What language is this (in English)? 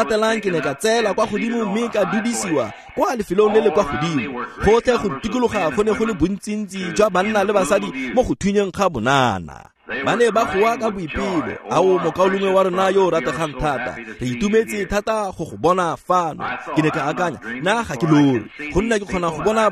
Tswana